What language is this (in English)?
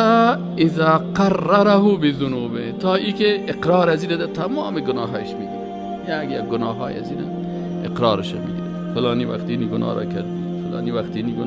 Persian